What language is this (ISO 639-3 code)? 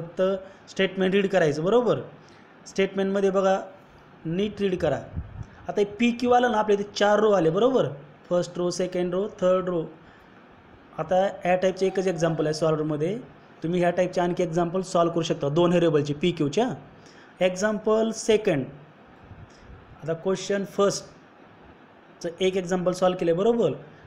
mar